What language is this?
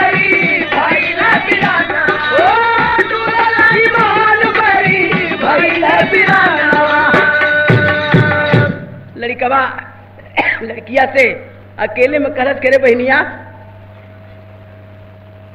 Bhojpuri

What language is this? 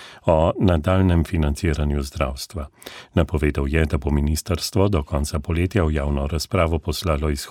Slovenian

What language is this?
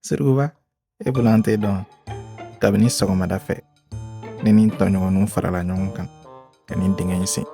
Bambara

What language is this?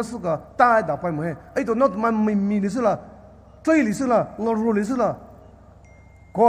Poumei Naga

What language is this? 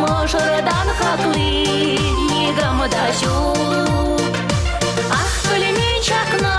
Chuvash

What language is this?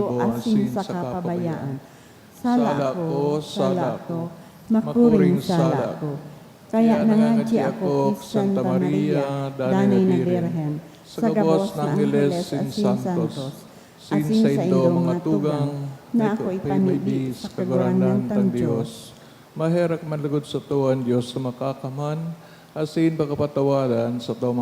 Bikol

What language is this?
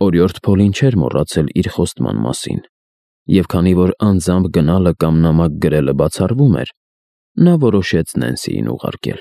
Armenian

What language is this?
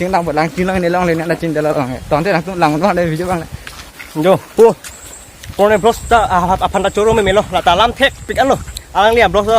Karbi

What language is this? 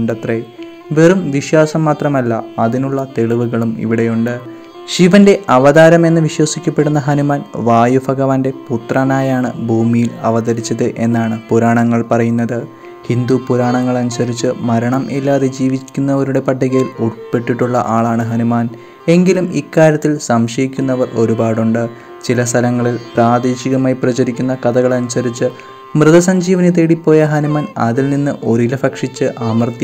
Malayalam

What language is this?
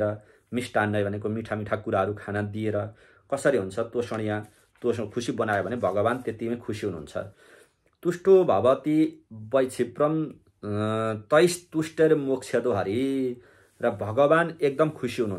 Nepali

